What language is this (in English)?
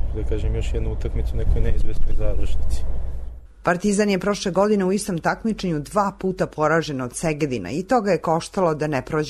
Serbian